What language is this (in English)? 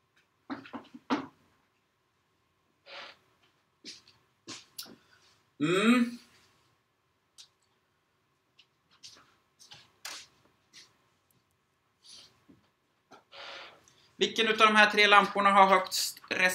Swedish